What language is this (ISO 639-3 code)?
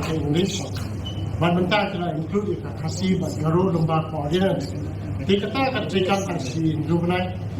kha